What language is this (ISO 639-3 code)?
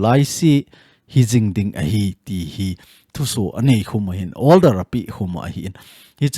tcz